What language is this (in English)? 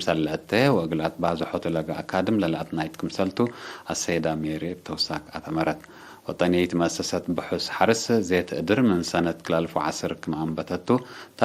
Tigre